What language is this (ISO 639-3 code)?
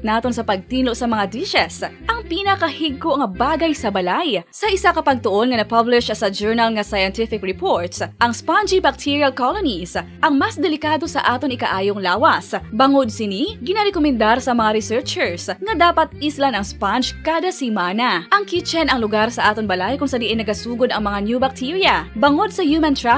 hil